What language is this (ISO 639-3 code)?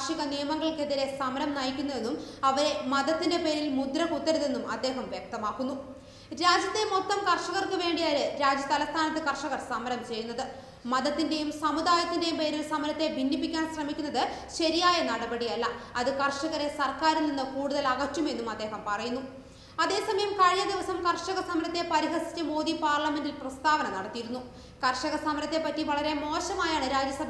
mal